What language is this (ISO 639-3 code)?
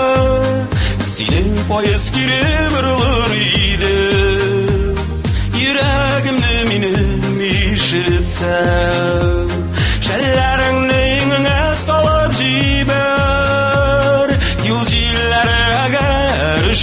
tat